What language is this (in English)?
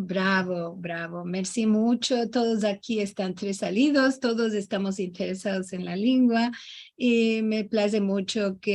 Ladino